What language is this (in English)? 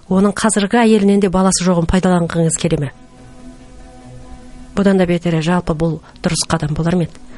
Kazakh